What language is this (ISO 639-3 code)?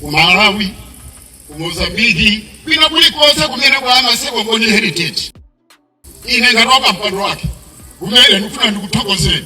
nya